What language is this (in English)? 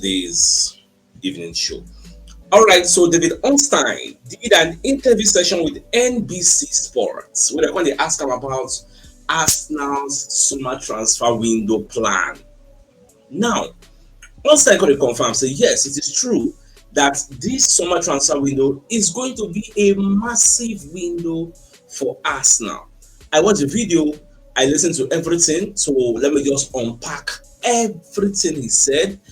Nigerian Pidgin